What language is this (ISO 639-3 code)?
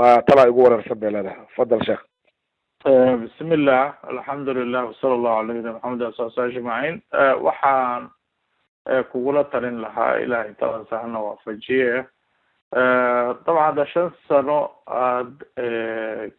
som